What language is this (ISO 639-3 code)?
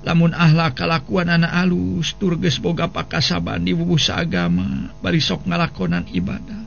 sun